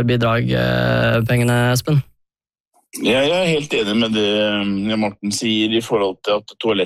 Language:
Norwegian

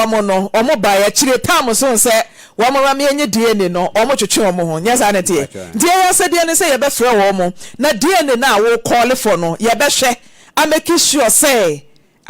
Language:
Akan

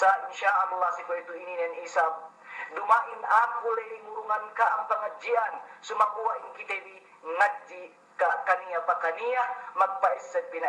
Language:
Yakan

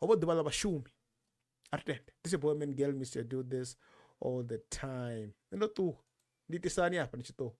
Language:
Venda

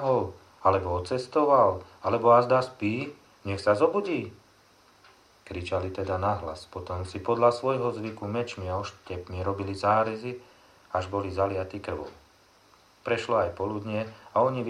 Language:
Slovak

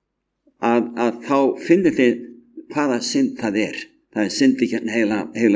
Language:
Icelandic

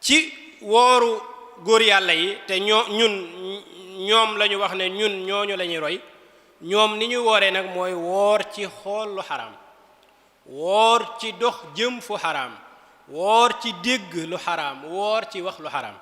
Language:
Wolof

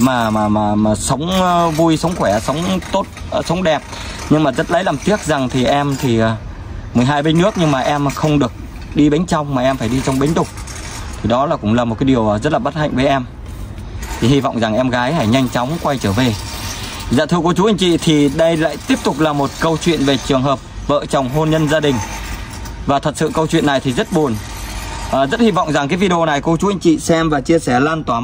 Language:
Vietnamese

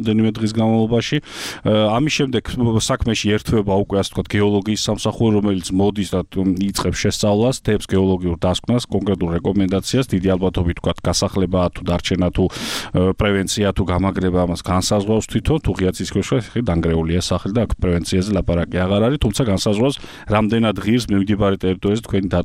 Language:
Georgian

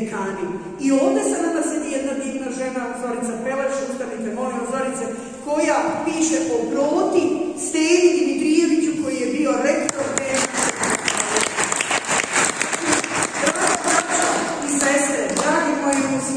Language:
Serbian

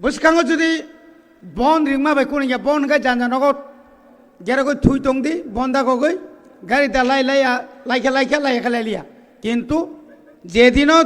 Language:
Kok Borok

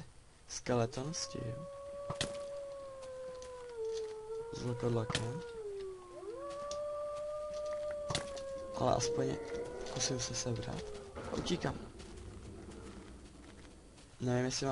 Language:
Czech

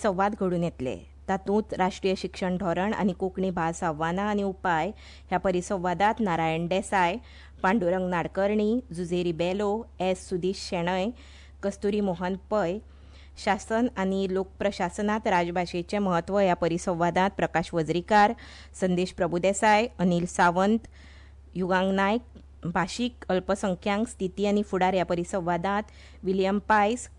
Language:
Konkani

